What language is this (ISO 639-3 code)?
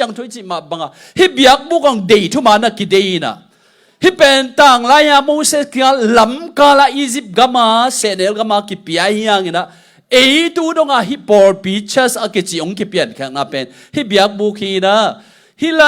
ctd